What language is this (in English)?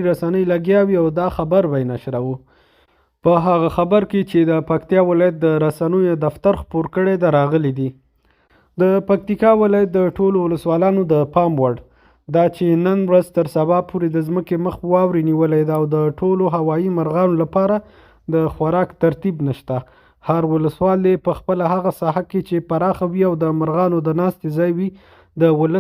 Pashto